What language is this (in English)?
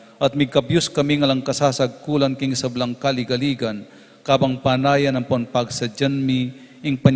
Pampanga